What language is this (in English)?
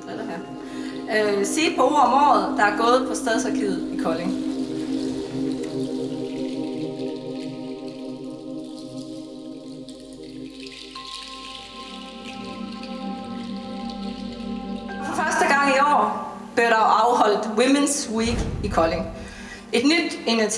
Danish